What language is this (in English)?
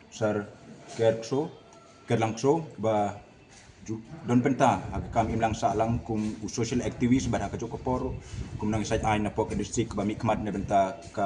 Khasi